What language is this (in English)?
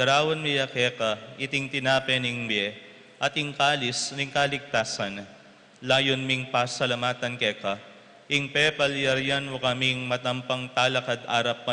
Pampanga